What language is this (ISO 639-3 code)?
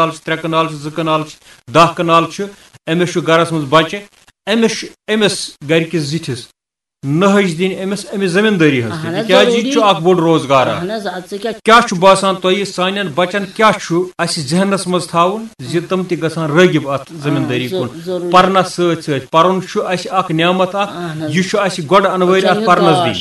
kas